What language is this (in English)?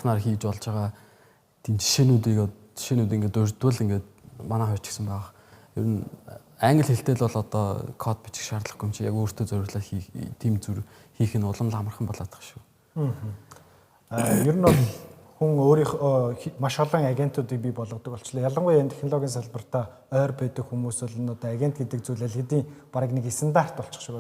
Mongolian